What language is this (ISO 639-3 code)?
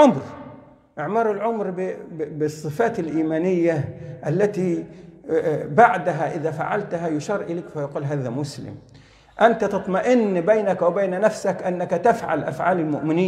ara